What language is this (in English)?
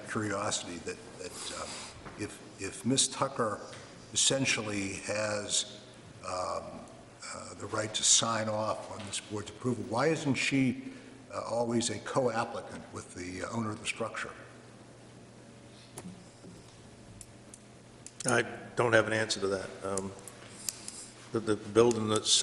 English